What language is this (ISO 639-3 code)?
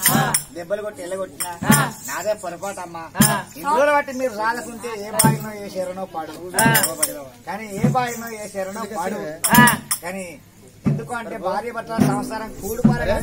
tel